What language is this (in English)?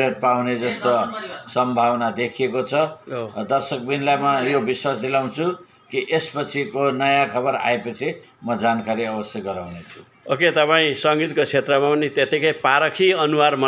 Nepali